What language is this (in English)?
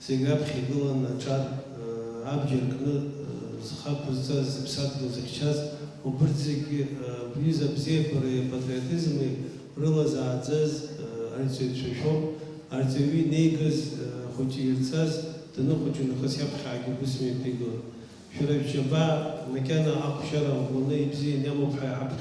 Abkhazian